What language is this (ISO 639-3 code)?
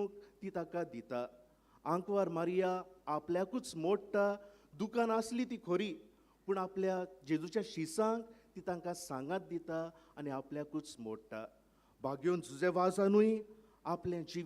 kok